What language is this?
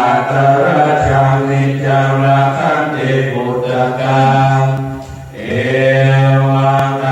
Pali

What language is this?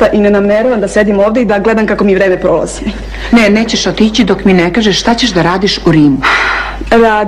Serbian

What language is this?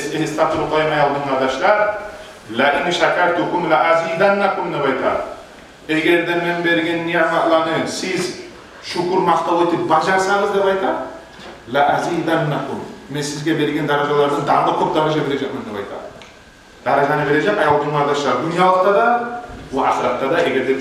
Kumyk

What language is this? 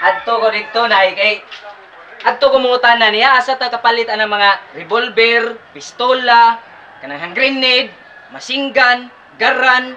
Cebuano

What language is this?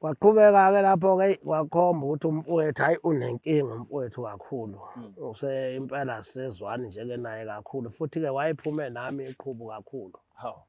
Zulu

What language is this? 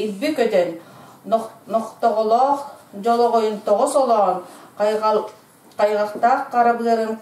Yakut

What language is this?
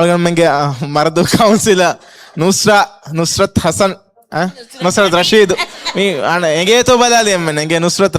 Divehi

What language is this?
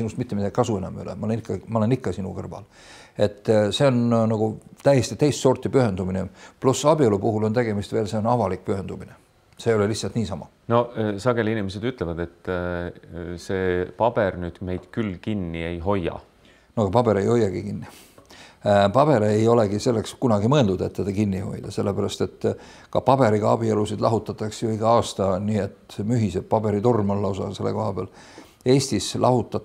Estonian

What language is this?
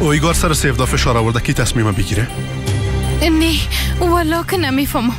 Persian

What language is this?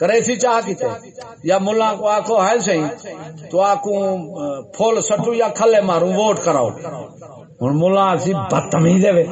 Saraiki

